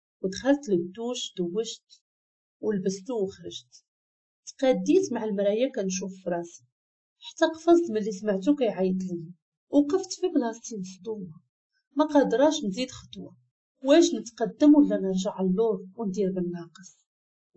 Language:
Moroccan Arabic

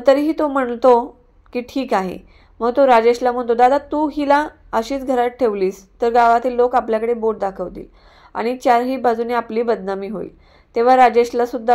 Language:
Marathi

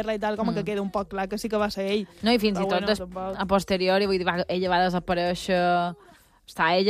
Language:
Catalan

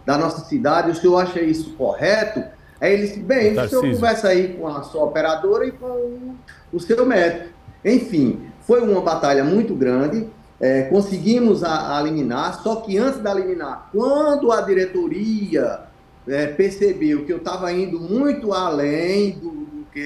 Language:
Portuguese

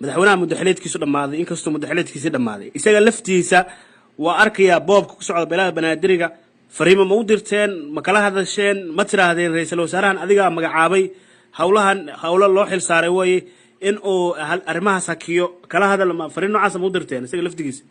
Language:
Somali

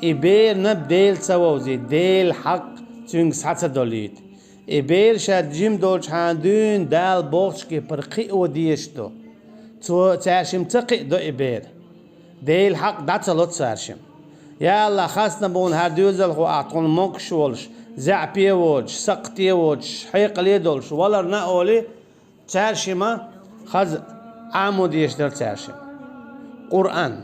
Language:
Chechen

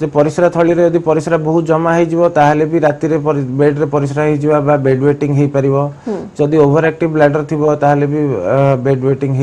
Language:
Odia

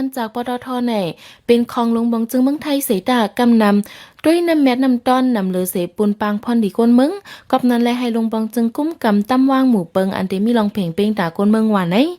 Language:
Shan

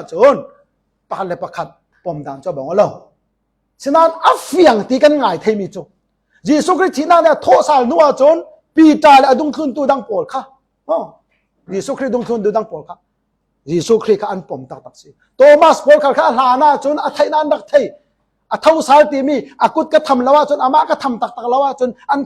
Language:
Falam Chin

